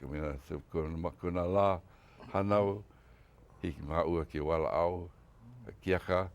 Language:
Hawaiian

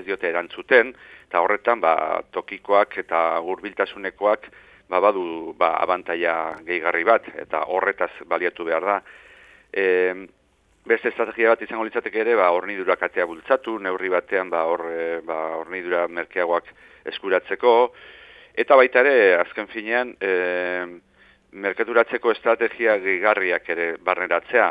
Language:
Basque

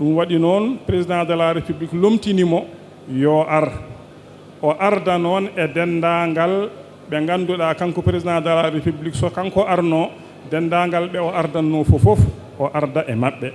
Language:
Fula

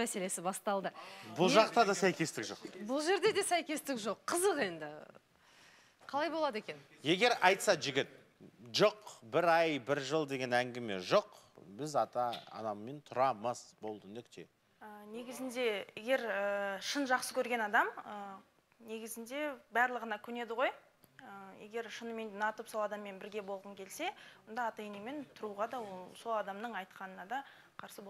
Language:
Kazakh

